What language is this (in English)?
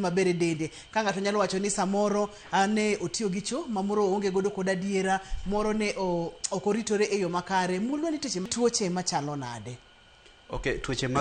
Luo (Kenya and Tanzania)